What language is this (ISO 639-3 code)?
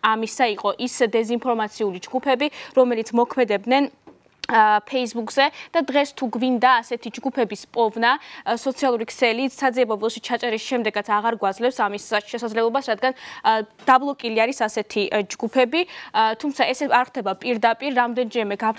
kat